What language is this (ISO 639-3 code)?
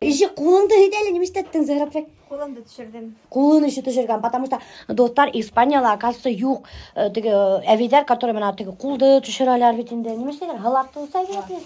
bak